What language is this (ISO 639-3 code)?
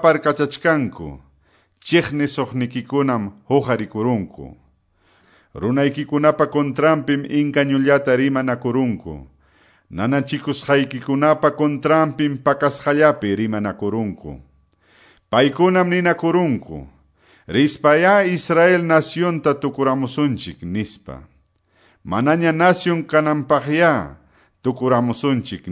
que